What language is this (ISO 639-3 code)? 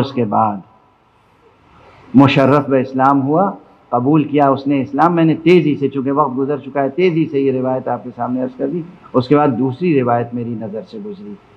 urd